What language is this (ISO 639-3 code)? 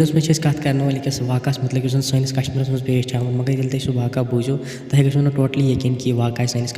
kas